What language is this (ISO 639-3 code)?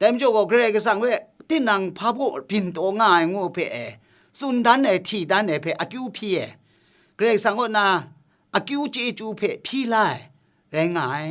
kac